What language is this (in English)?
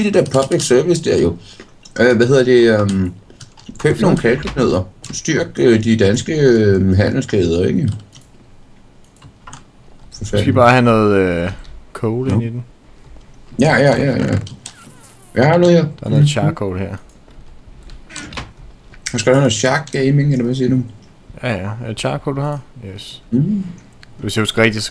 Danish